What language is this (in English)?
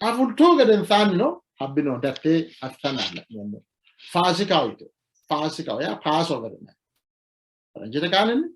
Sidamo